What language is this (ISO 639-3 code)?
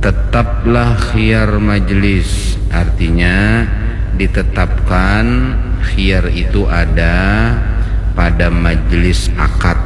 bjn